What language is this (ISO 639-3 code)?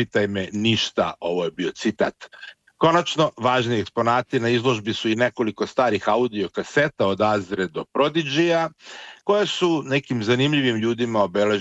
srp